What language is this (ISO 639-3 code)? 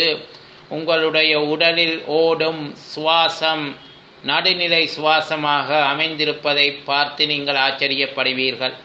tam